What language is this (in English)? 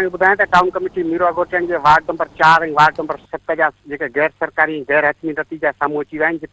Sindhi